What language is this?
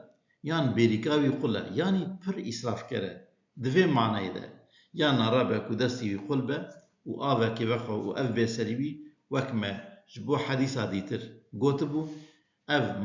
Kurdish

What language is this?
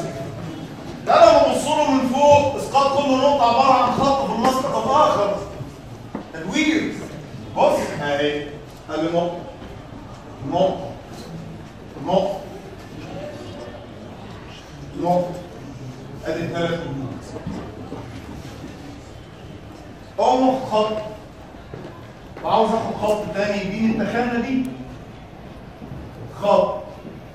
Egyptian Arabic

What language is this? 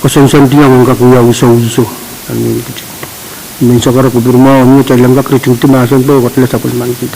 Pohnpeian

